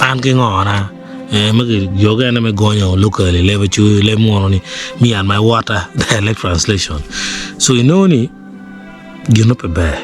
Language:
Acoli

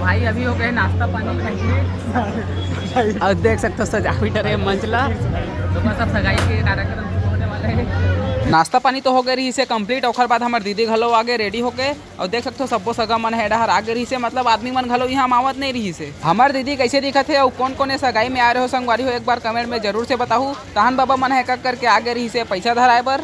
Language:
Chhattisgarhi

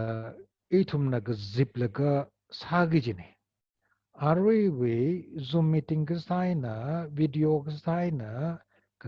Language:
Tangkhul Naga (India)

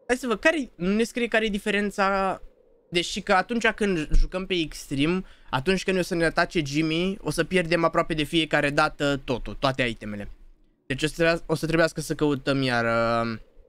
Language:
Romanian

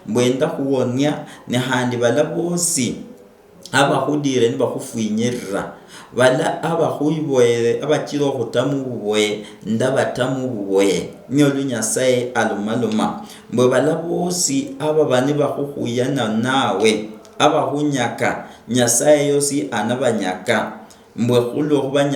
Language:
Luyia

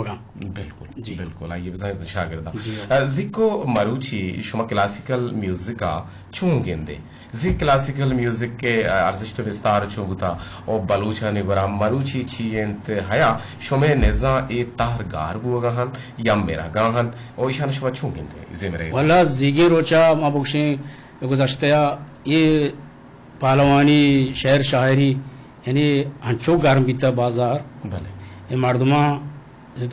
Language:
Eastern Balochi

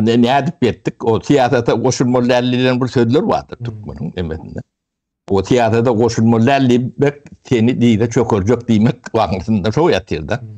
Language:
Turkmen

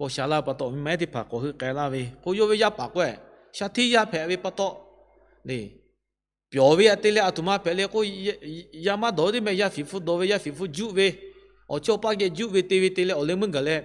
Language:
Lahu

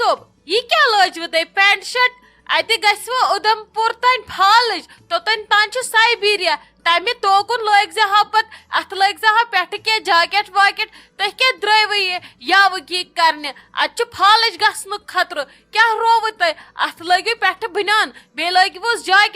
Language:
Kashmiri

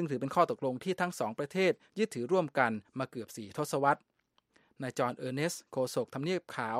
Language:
Thai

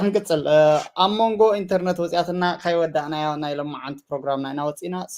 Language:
Tigrinya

